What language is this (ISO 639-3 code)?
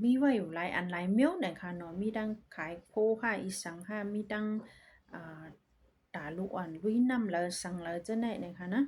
shn